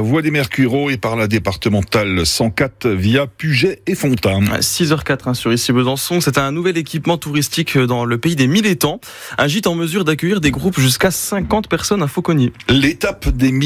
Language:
French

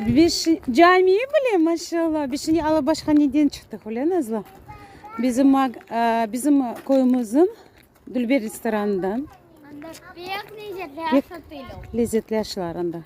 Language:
Crimean Tatar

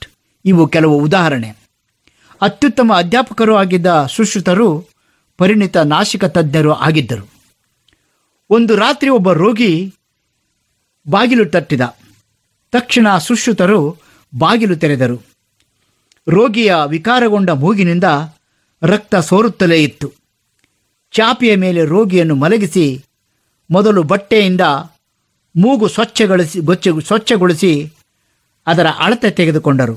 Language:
Kannada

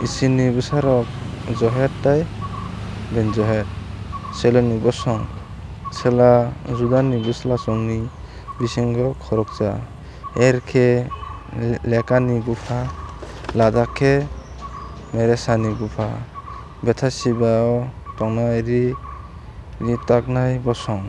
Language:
Kok Borok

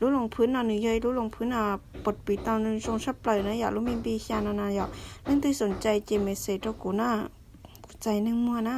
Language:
Hmong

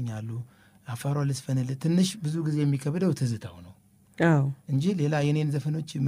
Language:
Amharic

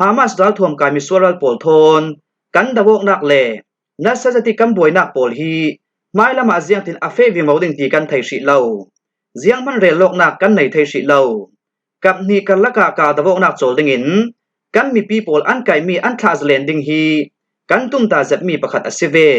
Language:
Falam Chin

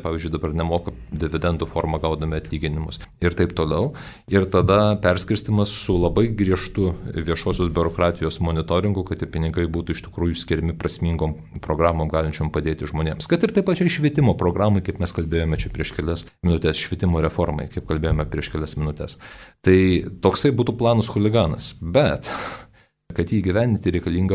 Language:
Lithuanian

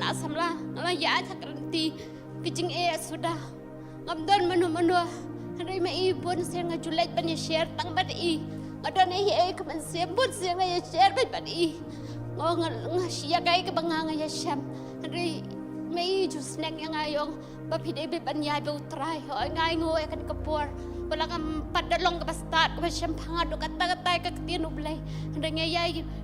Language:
Khasi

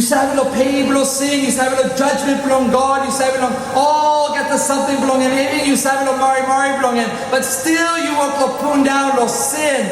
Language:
Tok Pisin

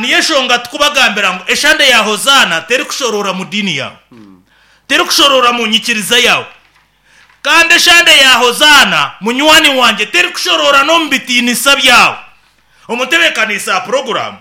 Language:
Nyankole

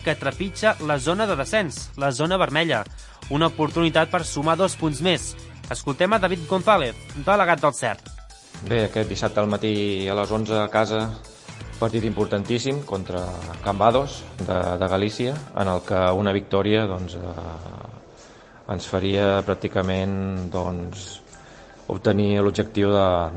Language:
Catalan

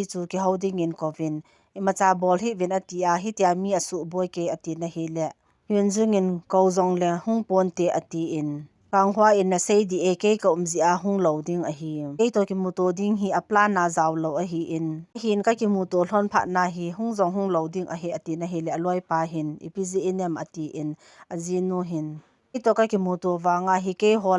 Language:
Thado Chin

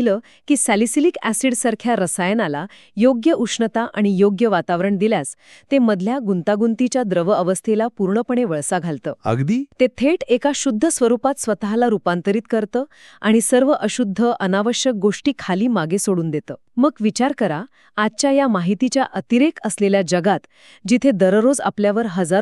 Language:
Marathi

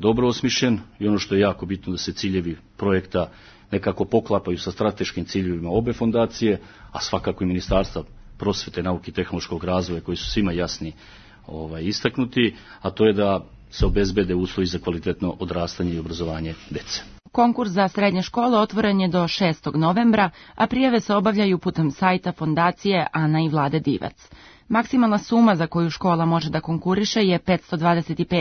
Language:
Serbian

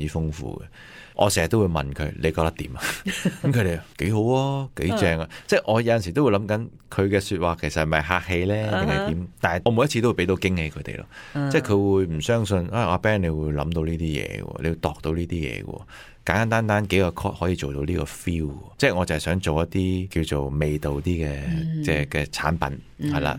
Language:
Cantonese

